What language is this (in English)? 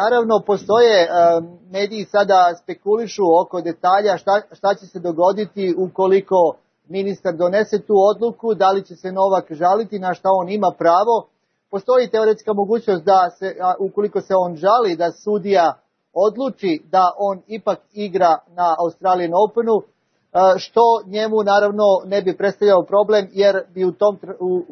Serbian